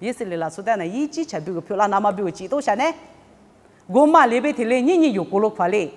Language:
Lisu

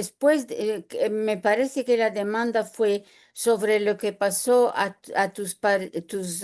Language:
Ladino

